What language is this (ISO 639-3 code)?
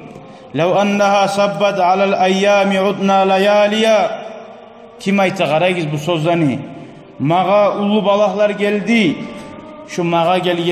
kum